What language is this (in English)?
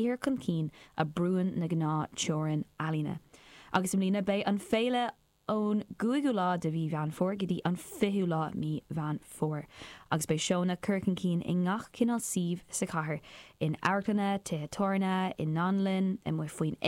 Irish